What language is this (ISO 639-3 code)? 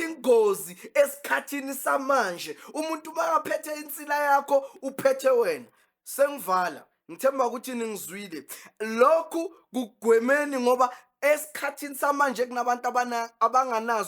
zul